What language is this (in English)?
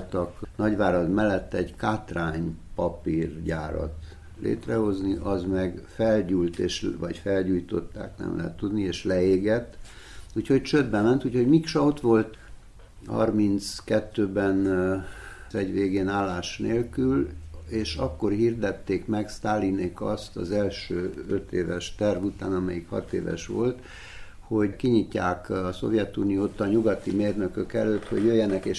Hungarian